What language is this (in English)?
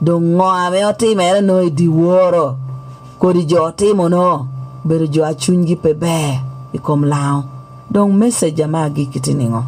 Lango (Uganda)